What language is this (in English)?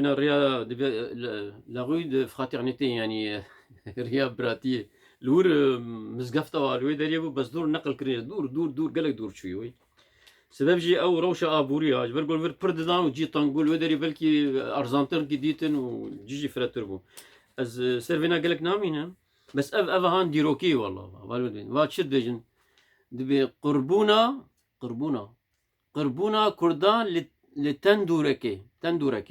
Kurdish